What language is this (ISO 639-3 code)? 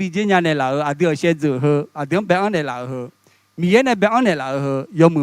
ahk